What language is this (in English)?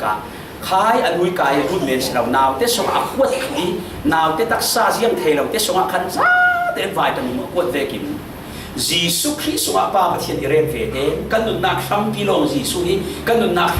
Falam Chin